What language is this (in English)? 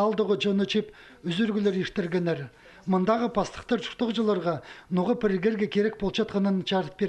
Khakas